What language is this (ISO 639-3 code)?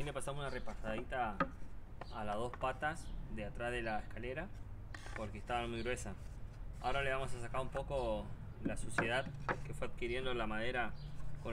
spa